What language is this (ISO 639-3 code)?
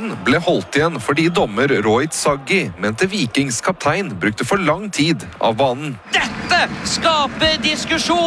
nor